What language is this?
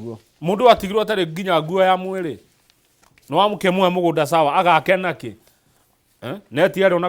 Kikuyu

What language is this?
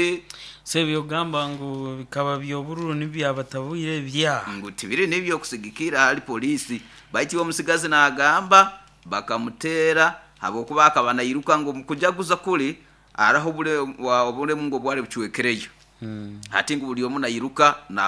Nyoro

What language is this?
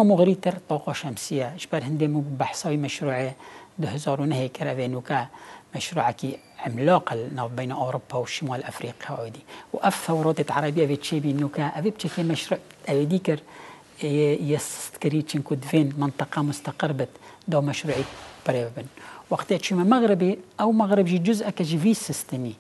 Kurdish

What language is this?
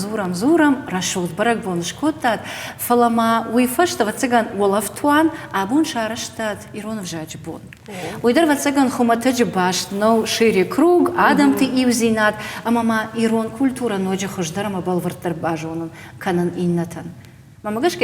Ossetic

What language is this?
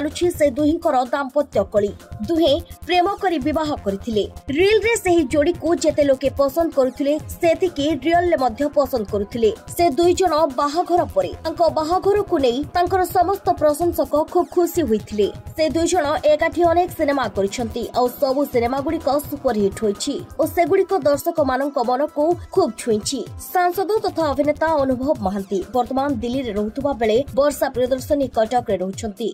Odia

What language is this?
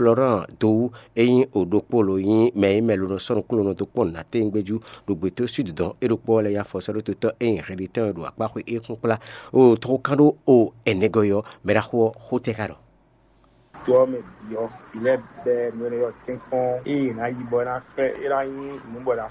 Fon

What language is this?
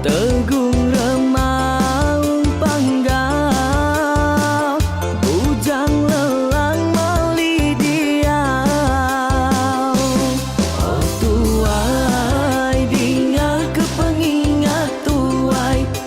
Iban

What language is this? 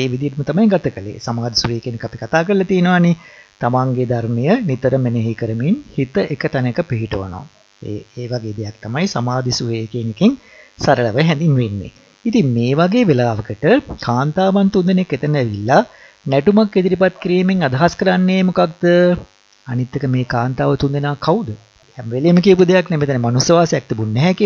Sinhala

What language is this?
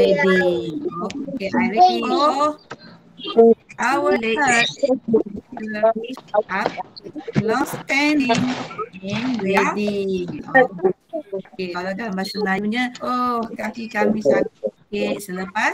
Malay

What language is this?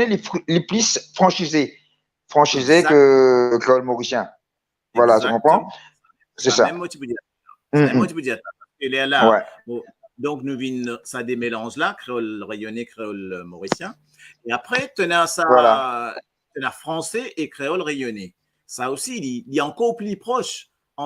Morisyen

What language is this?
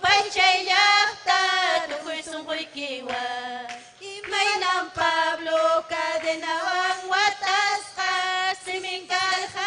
Ayacucho Quechua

